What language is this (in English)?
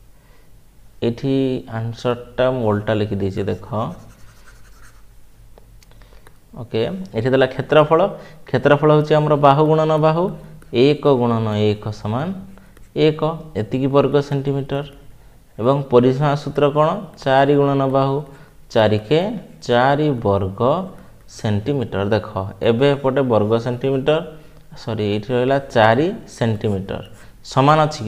Odia